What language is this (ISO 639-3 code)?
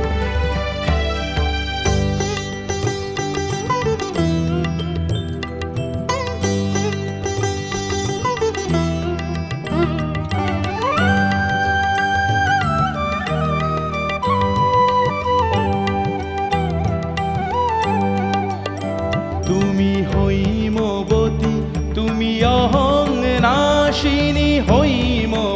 ben